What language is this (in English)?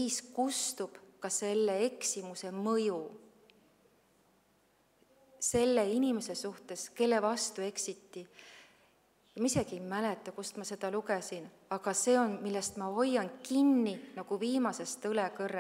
Estonian